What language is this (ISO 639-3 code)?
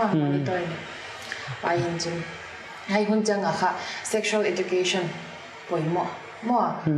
pck